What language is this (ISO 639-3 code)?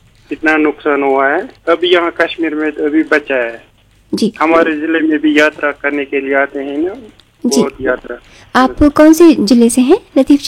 hin